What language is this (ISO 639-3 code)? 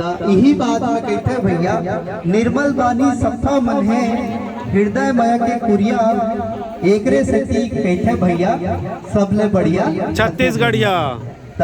hne